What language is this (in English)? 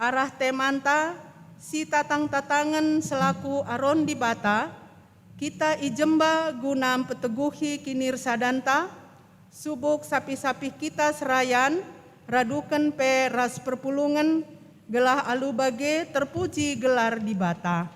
Batak Karo